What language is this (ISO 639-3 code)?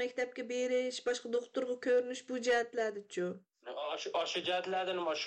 uig